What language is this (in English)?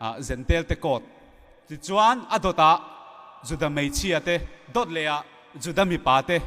Mizo